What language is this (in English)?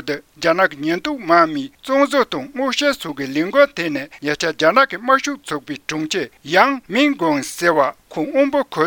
Tibetan